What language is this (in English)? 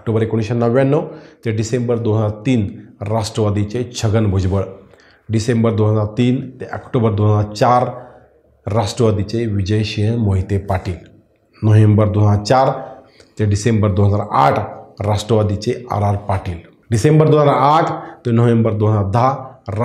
Marathi